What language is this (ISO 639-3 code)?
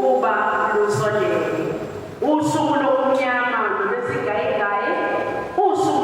ssw